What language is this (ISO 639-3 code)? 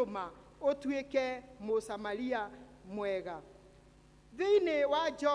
kik